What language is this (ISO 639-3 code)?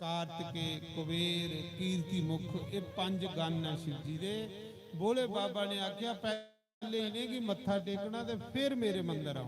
doi